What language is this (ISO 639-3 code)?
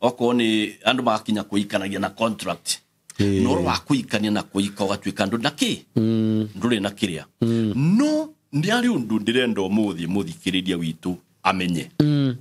kik